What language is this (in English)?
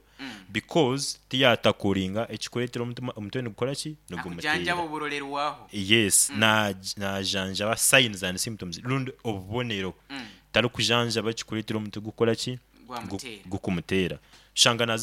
Nyoro